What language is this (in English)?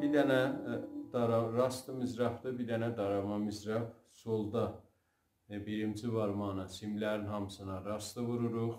South Azerbaijani